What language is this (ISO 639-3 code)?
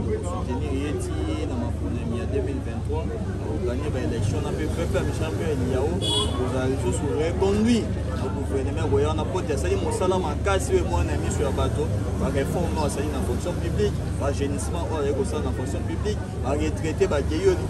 lin